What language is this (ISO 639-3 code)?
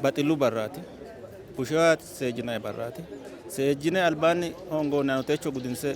sid